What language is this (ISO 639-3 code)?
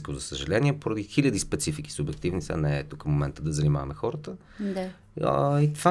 bul